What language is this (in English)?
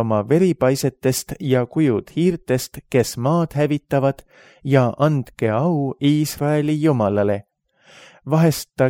Estonian